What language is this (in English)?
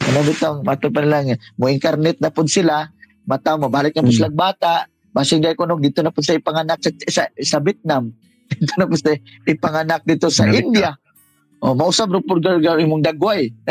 Cebuano